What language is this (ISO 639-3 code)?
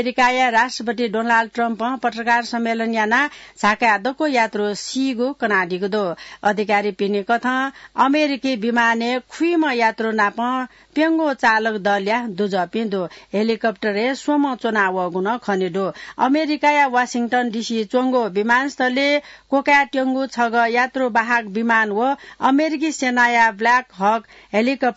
new